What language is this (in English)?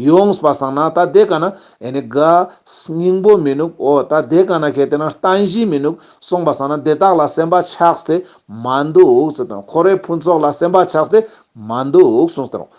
Ladakhi